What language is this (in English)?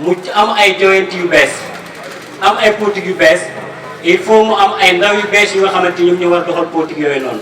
Wolof